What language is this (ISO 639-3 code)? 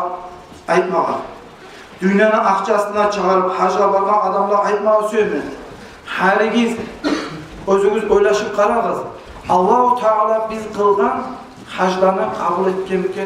kum